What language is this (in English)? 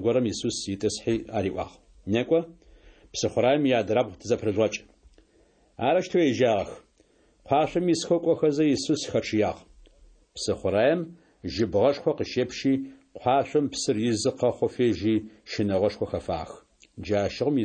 Adyghe